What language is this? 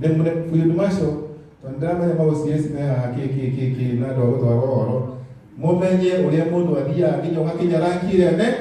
Kikuyu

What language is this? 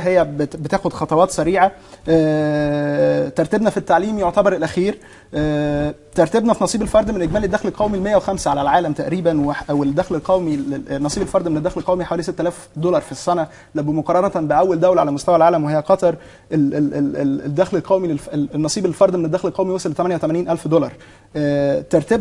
Egyptian Arabic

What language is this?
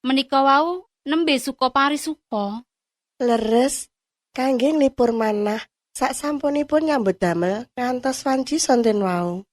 Javanese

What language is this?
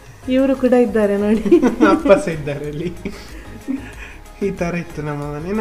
Kannada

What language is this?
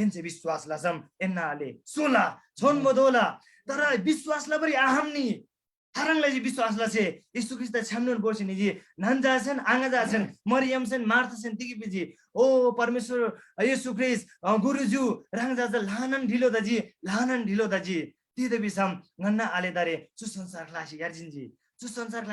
Eastern Tamang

